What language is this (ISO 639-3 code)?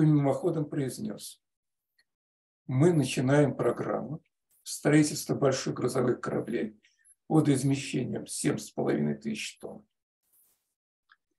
rus